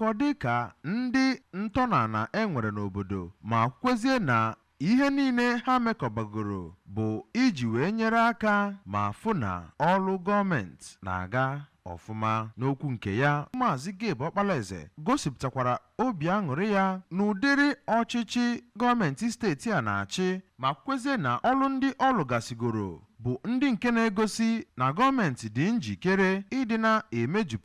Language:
Igbo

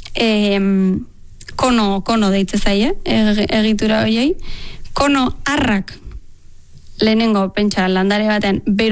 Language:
Basque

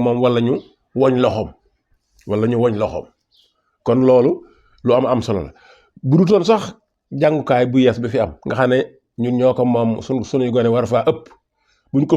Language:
Wolof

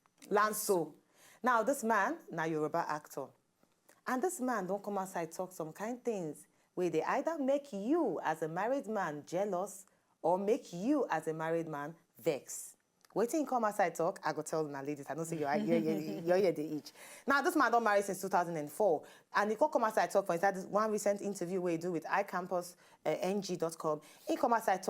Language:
Nigerian Pidgin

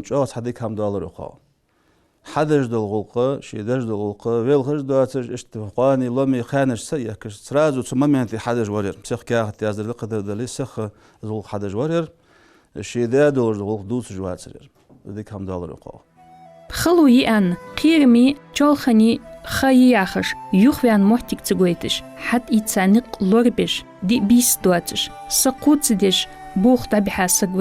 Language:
Ingush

